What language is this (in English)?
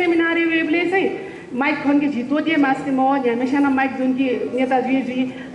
Newari